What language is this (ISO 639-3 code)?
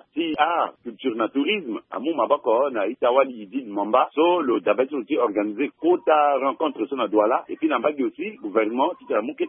sag